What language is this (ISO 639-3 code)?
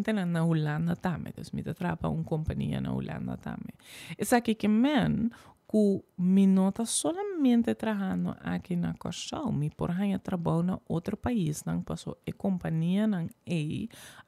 pap